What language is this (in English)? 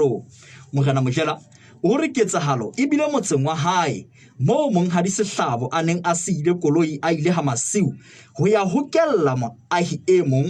Southern Sotho